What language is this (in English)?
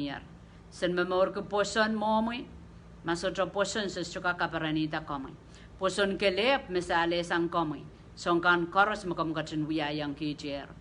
Pohnpeian